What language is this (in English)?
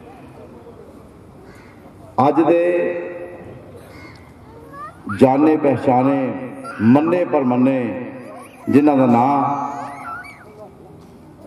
Punjabi